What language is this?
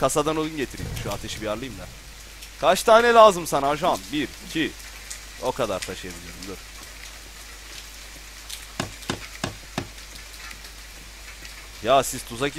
Turkish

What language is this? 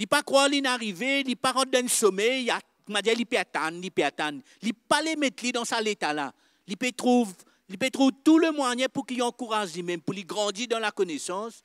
Morisyen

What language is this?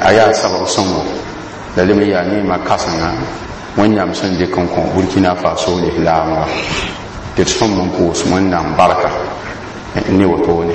Mossi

